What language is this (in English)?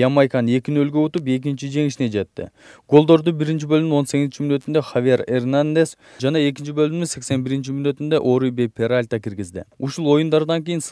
Kyrgyz